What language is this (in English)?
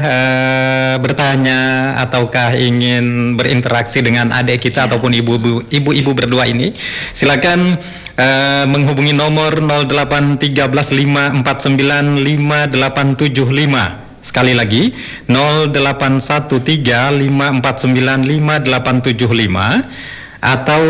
Indonesian